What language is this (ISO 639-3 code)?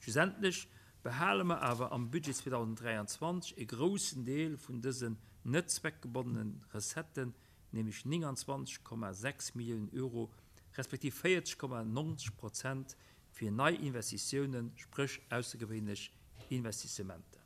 ltz